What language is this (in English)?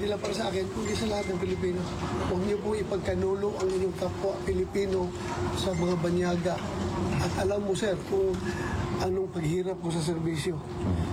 Filipino